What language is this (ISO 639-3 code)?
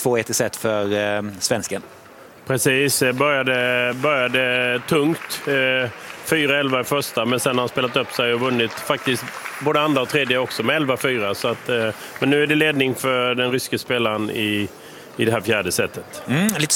swe